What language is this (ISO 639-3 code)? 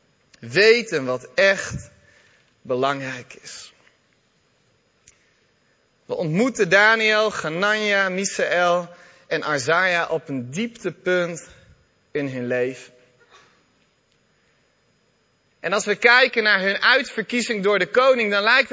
nld